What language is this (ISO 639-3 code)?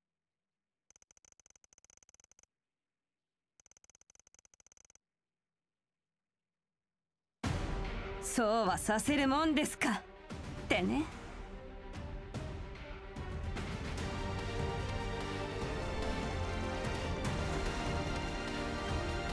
jpn